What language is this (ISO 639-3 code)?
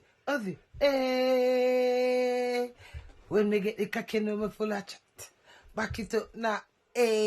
jam